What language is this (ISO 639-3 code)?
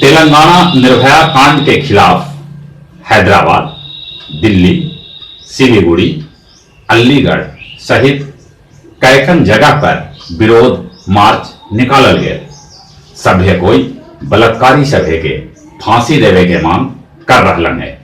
mag